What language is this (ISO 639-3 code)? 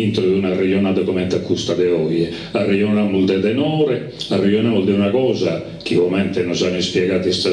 srd